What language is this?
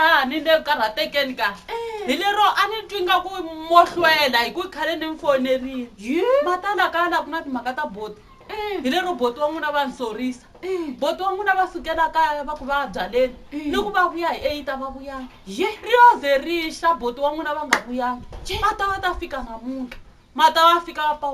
Tsonga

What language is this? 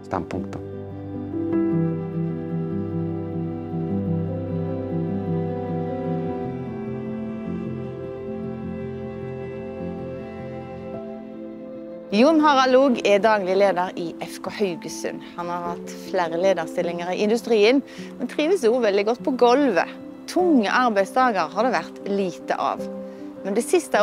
Norwegian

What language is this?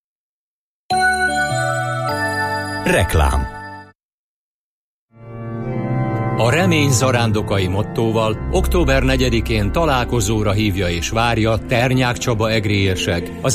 Hungarian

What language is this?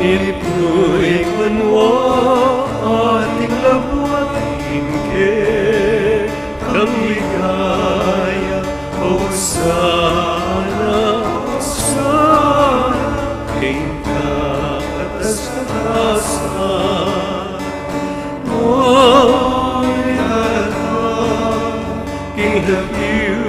Pampanga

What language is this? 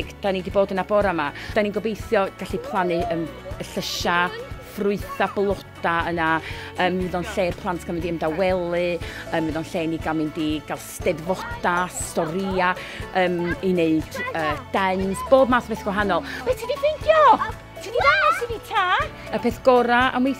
Welsh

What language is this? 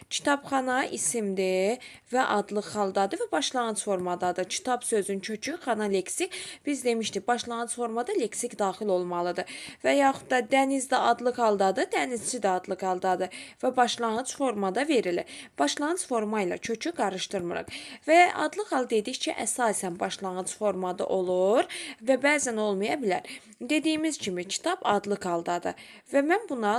Azerbaijani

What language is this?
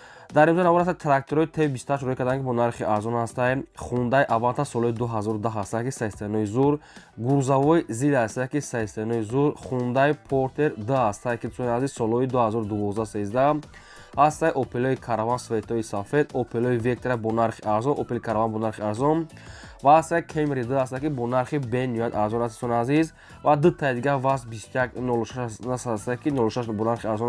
Tajik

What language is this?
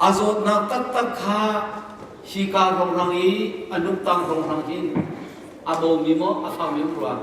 Hakha Chin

